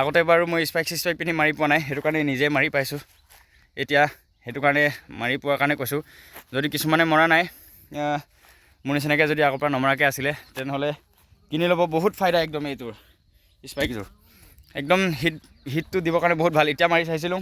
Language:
Assamese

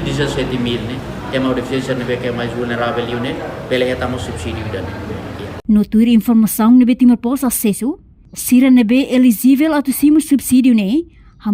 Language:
Tetum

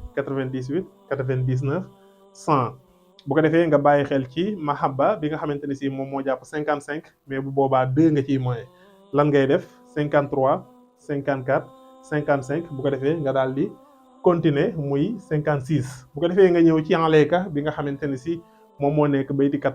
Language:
Wolof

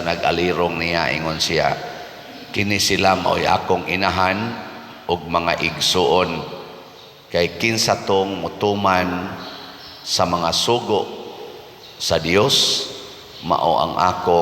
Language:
Cebuano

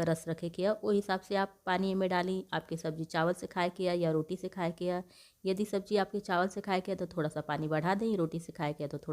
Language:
Bhojpuri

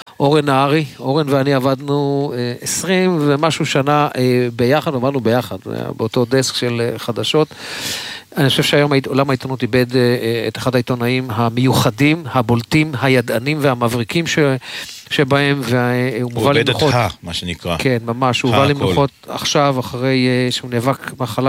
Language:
Hebrew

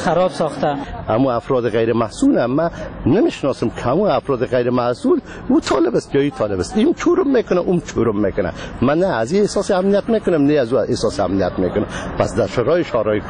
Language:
Persian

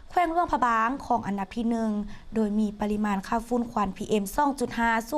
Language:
Lao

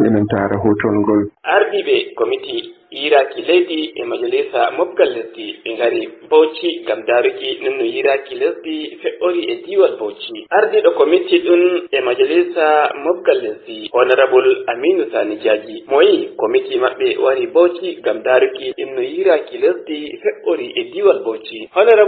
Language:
Nigerian Fulfulde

